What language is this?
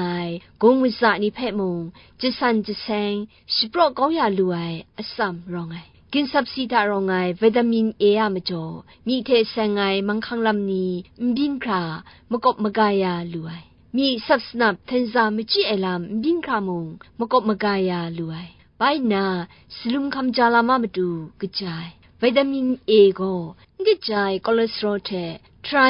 Kachin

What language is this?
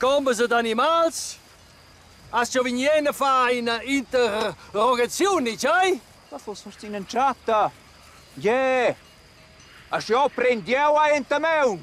Romansh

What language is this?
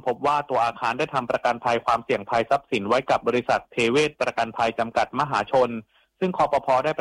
Thai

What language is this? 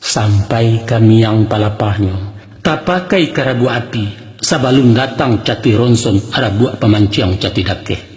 Minangkabau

